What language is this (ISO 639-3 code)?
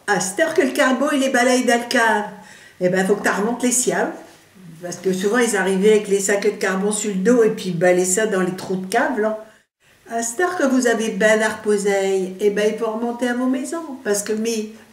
pcd